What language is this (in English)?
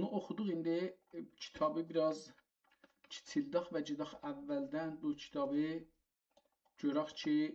South Azerbaijani